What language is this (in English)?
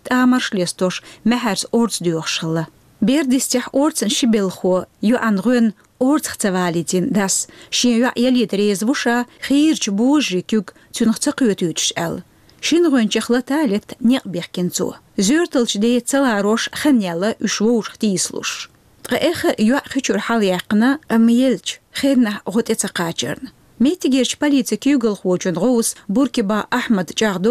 Chechen